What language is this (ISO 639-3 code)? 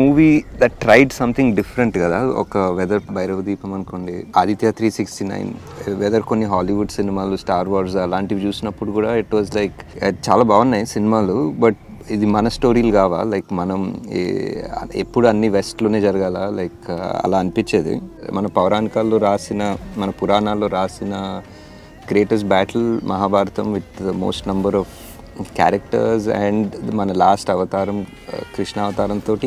tel